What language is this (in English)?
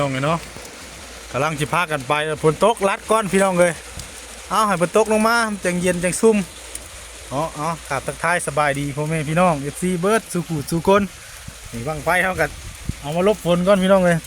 Northeastern Thai